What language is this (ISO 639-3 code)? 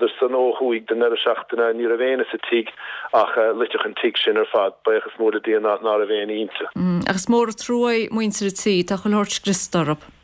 gle